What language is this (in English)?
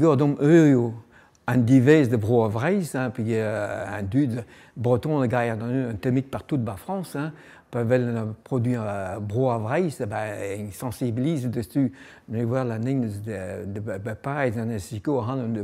Breton